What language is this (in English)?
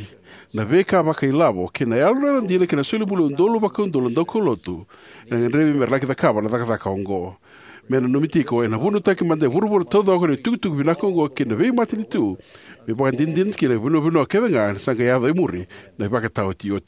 Fijian